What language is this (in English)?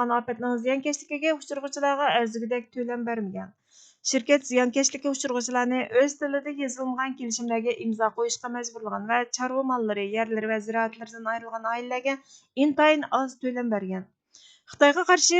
Uyghur